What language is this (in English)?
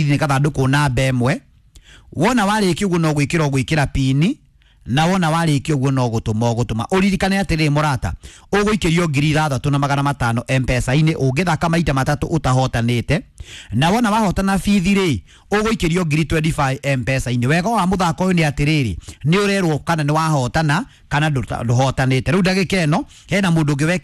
Kikuyu